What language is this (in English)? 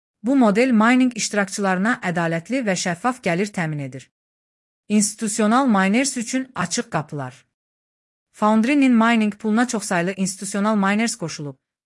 Azerbaijani